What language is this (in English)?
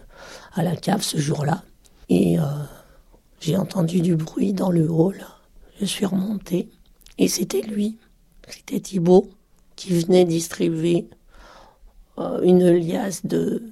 French